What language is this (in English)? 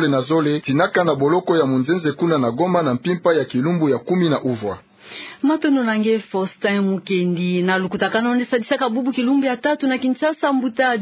Kituba (Democratic Republic of Congo)